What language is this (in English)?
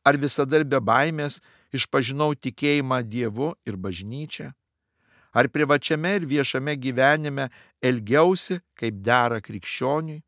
Lithuanian